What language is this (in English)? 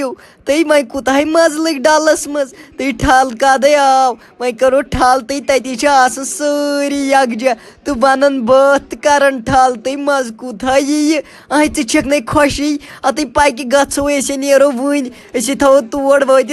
Kashmiri